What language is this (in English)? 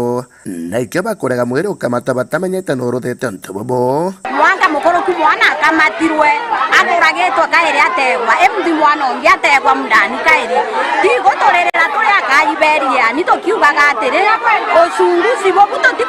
Meru